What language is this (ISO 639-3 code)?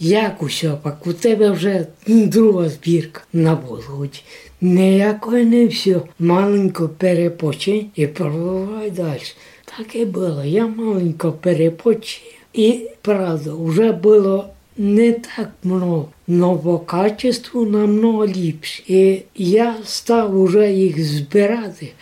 rue